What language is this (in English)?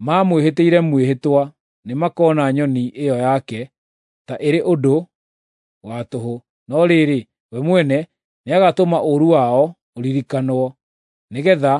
Kikuyu